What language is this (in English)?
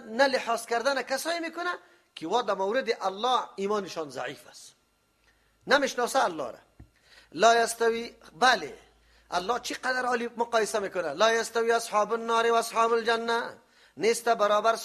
Persian